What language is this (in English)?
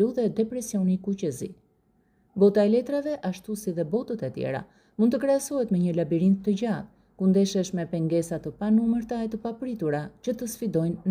Albanian